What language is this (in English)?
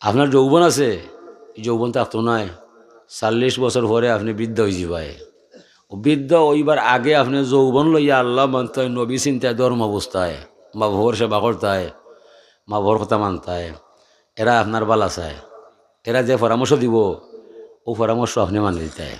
Sylheti